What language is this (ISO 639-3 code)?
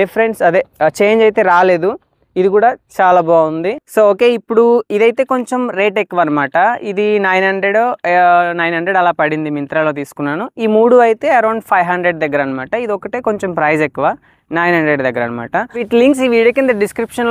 tel